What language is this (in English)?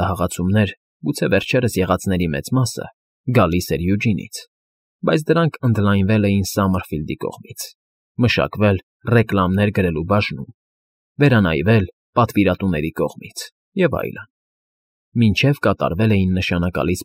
Armenian